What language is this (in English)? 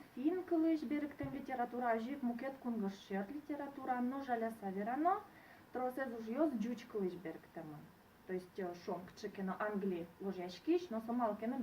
Udmurt